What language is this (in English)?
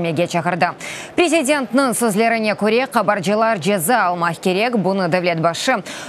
Crimean Tatar